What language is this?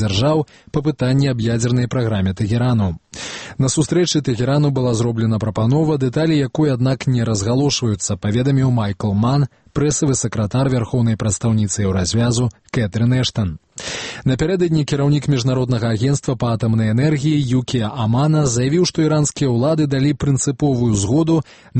Belarusian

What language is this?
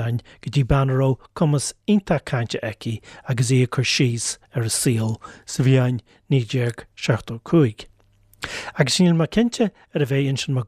Irish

